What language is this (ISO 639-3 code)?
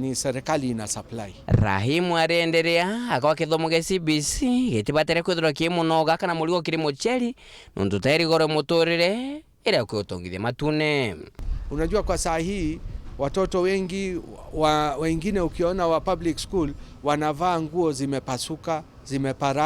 mer